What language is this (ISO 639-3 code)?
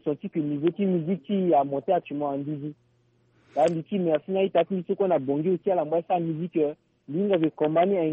sag